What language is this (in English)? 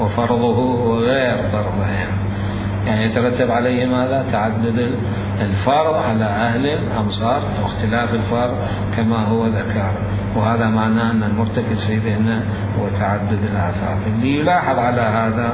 Mesopotamian Arabic